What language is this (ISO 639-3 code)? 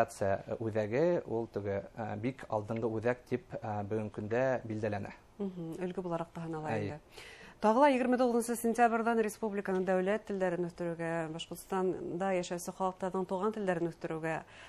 bak